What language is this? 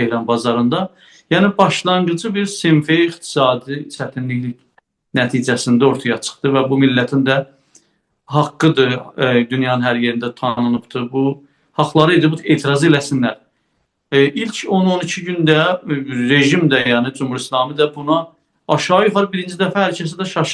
South Azerbaijani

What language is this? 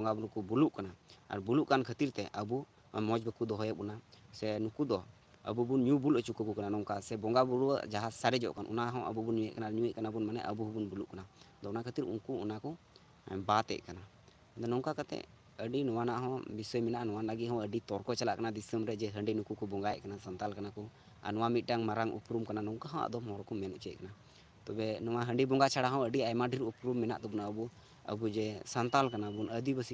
Santali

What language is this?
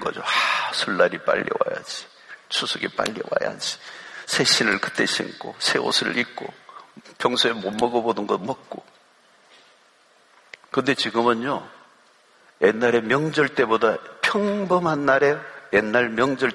Korean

